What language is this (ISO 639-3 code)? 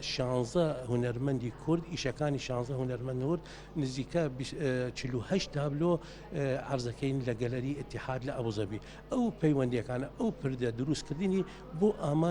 ckb